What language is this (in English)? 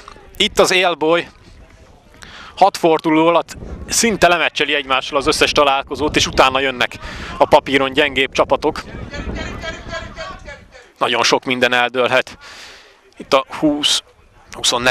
Hungarian